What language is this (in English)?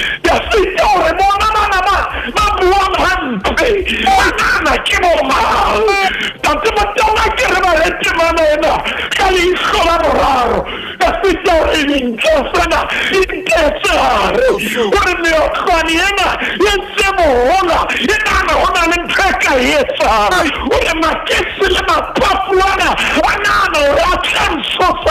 Southern Sotho